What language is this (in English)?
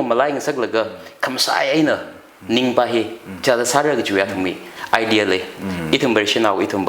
Tangkhul Naga (India)